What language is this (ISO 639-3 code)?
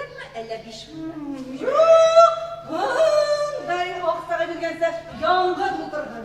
bak